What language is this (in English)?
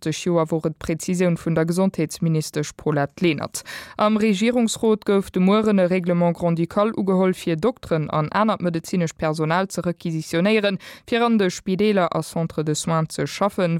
Luxembourgish